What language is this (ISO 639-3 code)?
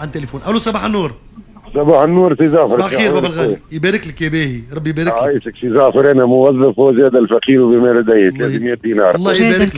aeb